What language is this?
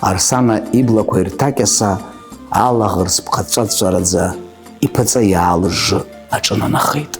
Abkhazian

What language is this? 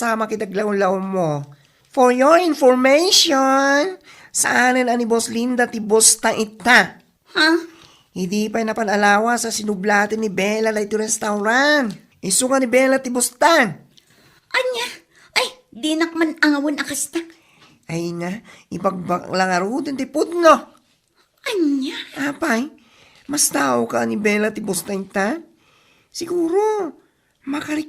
Iloko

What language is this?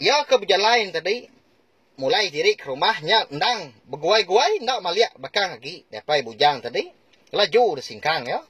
Iban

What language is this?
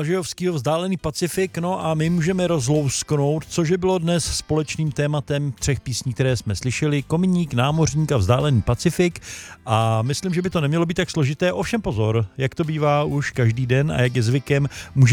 Czech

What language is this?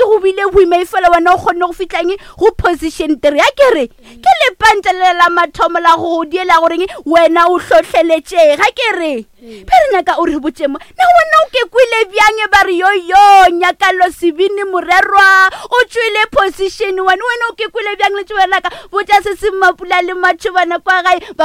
Northern Sotho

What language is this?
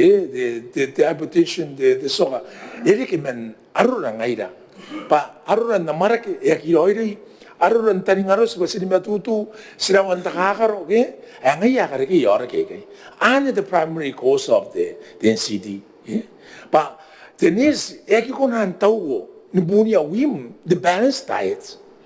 Gilbertese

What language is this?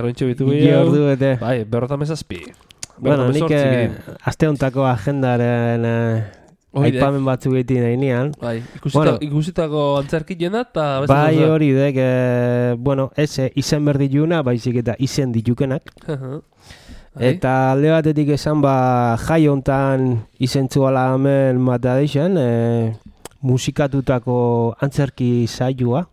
Basque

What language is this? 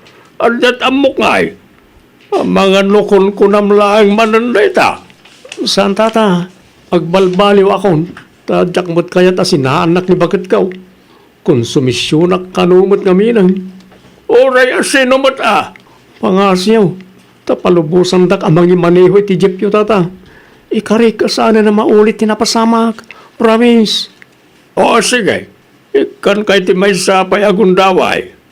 Iloko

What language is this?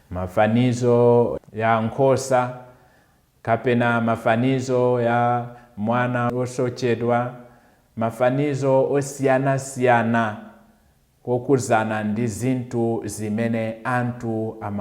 Nyanja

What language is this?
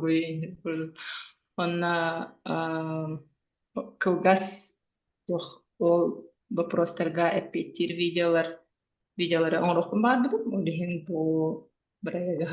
Yakut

